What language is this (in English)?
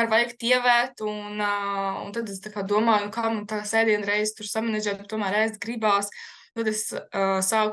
Latvian